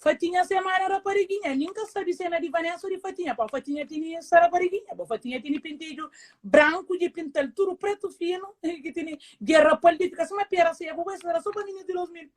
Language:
Kabuverdianu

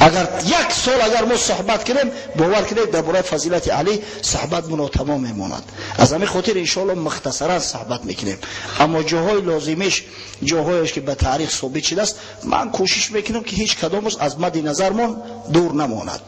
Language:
Tajik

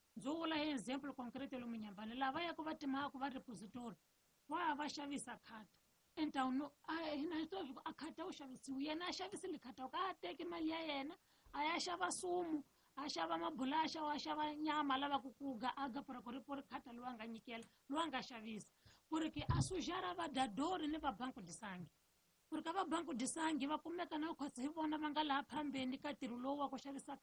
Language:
Tsonga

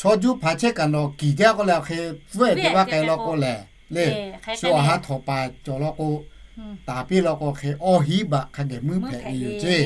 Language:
Lahu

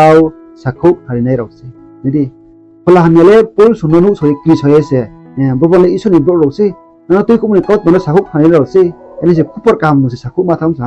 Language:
Riang (India)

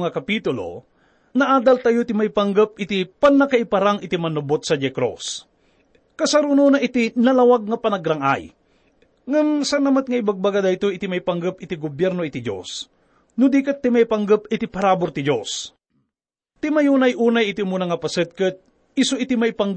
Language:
Iloko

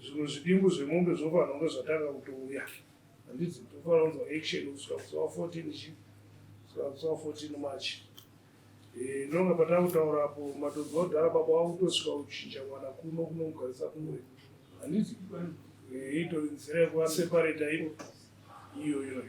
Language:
Shona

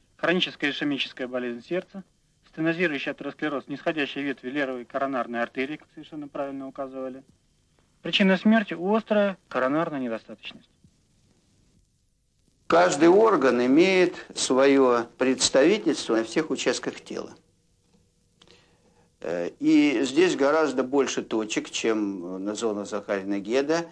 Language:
Russian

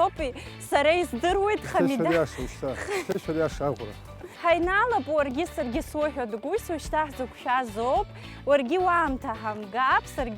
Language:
Abkhazian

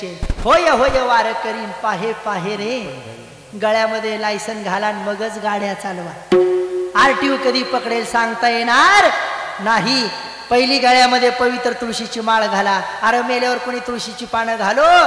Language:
Marathi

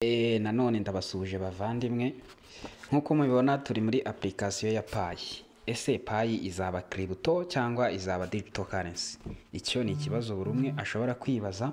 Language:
Kinyarwanda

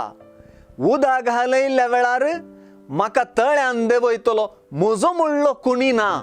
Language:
Konkani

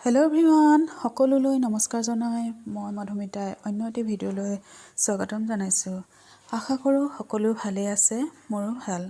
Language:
Assamese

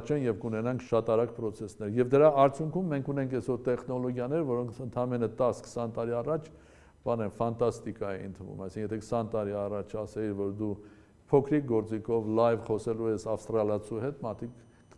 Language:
Armenian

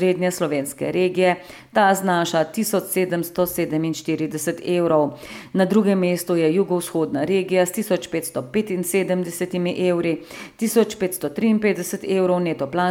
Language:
Slovenian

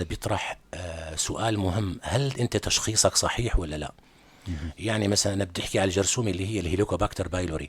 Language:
North Levantine Arabic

